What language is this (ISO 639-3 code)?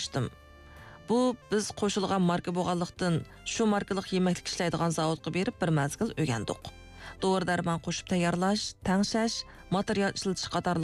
uig